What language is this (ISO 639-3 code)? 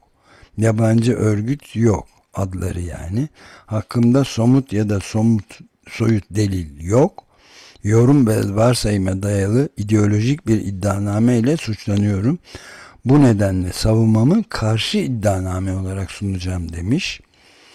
tur